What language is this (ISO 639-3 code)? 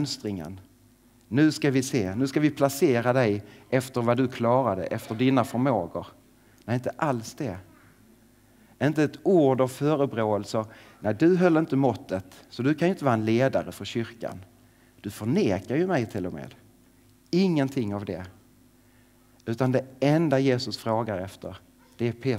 swe